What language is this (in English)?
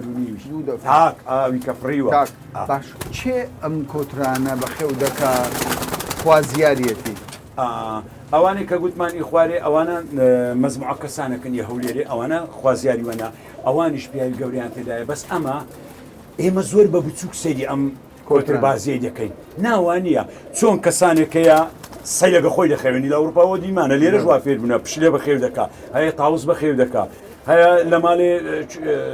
Central Kurdish